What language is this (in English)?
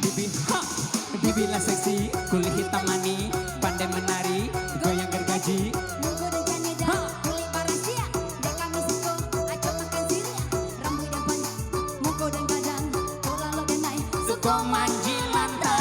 Minangkabau